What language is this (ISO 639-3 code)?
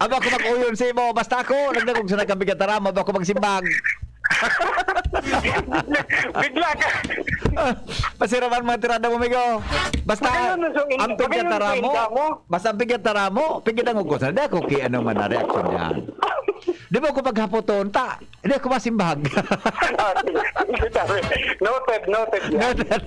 bik